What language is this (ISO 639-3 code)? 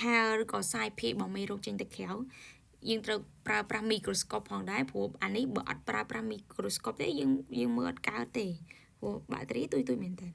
khm